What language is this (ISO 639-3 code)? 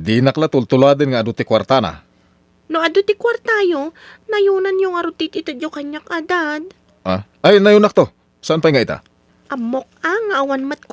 ilo